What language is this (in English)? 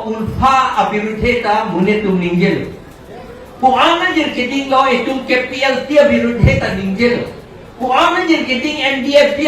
Karbi